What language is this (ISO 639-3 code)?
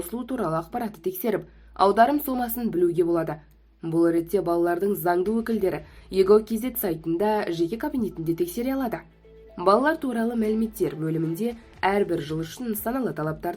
kaz